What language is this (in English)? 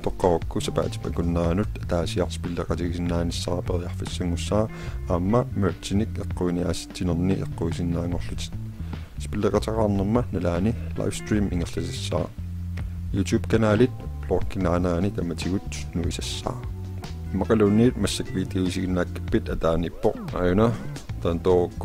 Kalaallisut